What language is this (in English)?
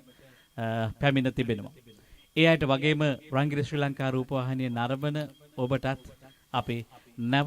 Sinhala